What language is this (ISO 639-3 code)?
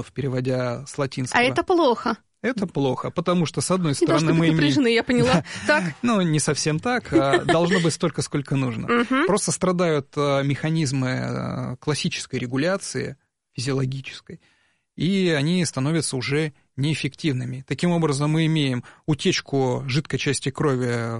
rus